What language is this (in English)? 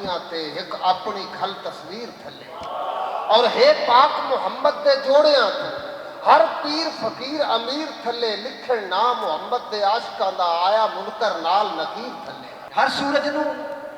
Western Panjabi